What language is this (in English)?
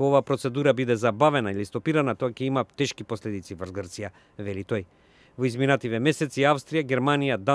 Macedonian